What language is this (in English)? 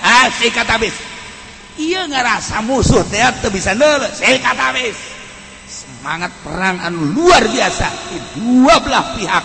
Sundanese